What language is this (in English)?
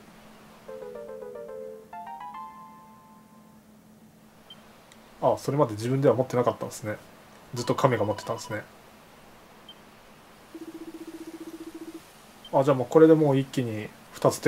Japanese